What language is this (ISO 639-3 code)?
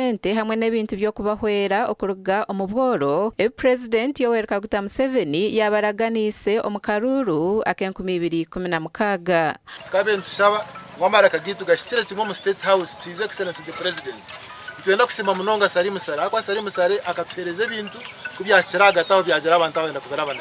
nyn